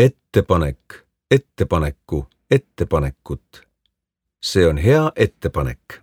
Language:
Estonian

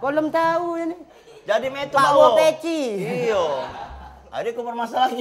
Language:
Musi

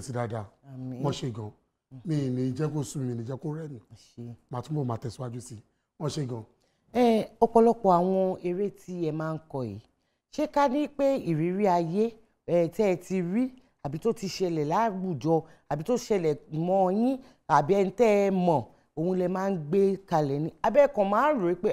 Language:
Yoruba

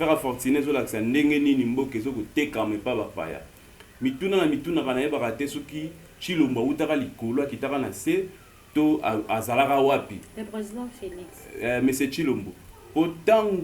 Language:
Lingala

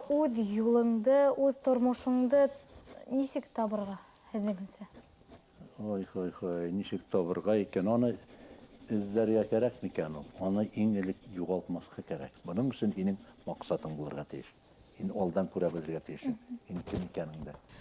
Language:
Bashkir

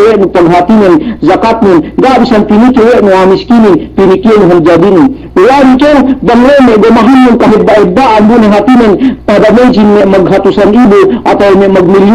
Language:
Yakan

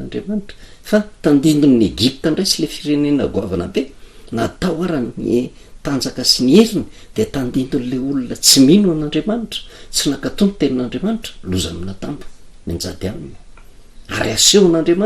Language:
Malagasy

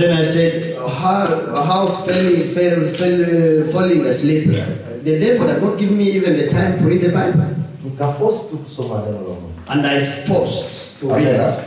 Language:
Swahili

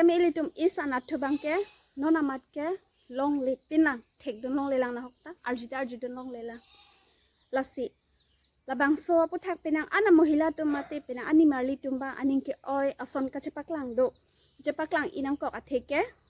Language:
Karbi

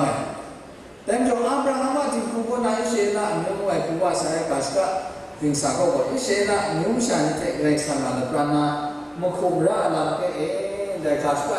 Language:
Kachin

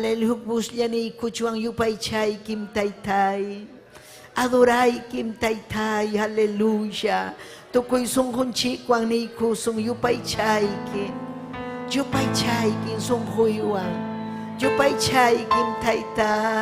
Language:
Ayacucho Quechua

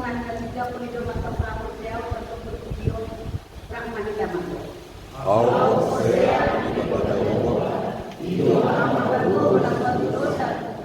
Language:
Batak Toba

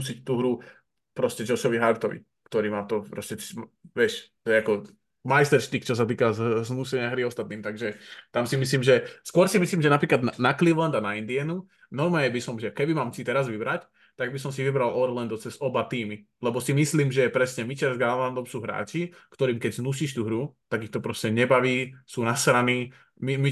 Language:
Slovak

